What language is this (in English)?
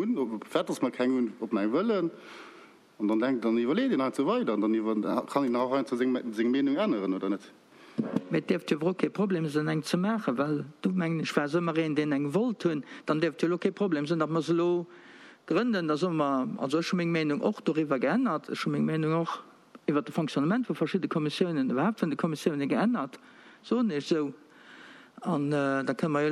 Luxembourgish